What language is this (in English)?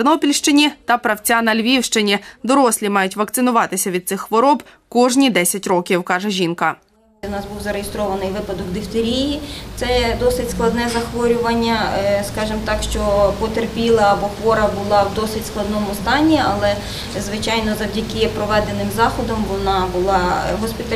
Ukrainian